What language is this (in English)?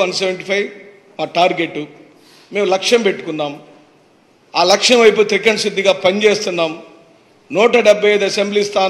Telugu